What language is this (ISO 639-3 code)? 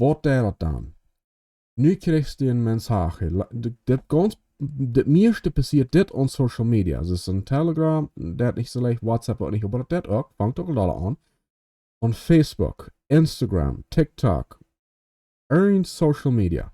pdt